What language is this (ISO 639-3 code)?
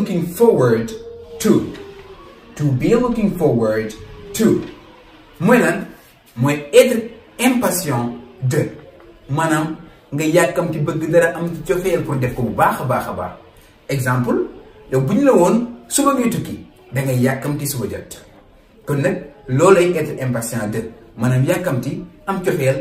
wol